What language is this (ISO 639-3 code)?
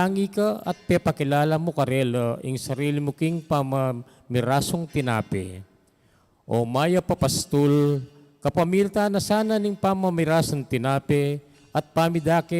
pam